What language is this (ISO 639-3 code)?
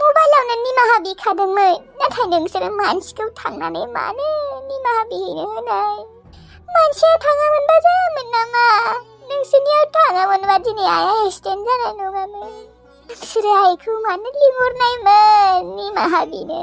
brx